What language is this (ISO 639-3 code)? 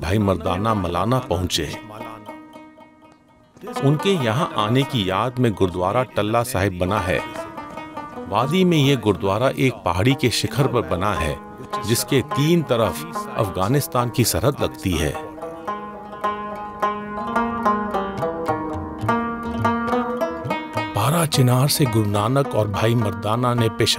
hin